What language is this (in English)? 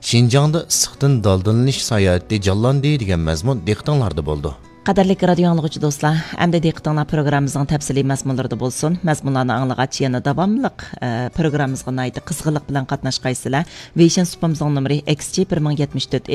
Uyghur